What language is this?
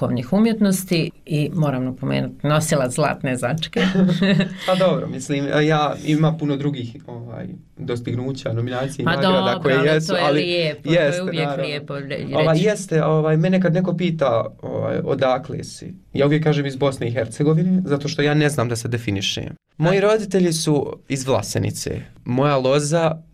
Bosnian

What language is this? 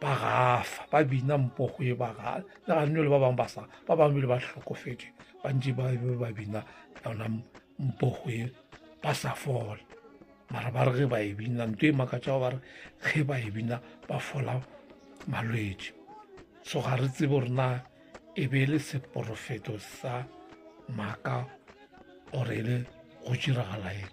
Northern Sotho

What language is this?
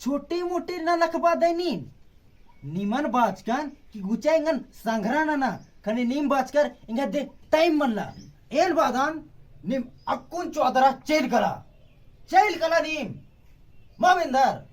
Kurukh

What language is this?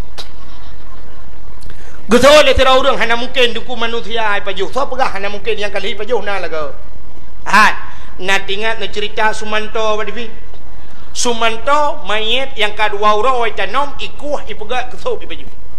Achinese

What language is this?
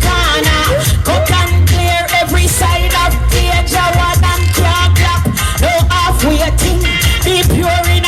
Jamaican Creole English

